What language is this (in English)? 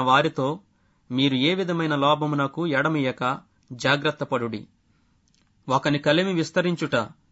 Telugu